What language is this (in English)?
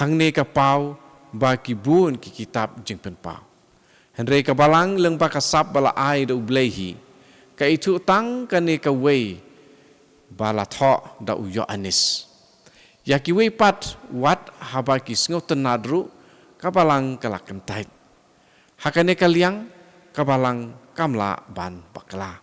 Khasi